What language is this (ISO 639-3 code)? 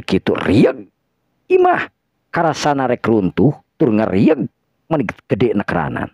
sun